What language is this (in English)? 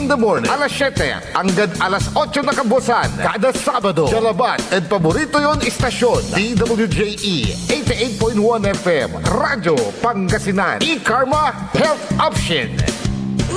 Pangasinan